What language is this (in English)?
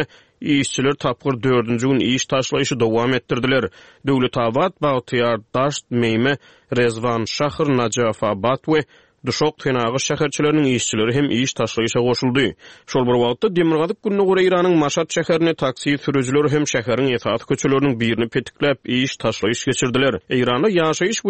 Turkmen